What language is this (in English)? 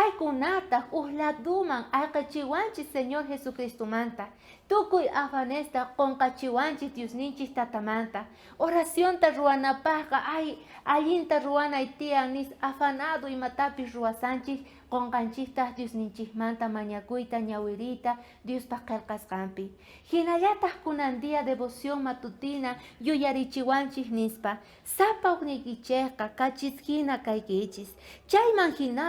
South Bolivian Quechua